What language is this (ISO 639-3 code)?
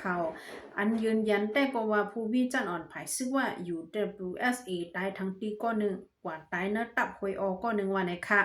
shn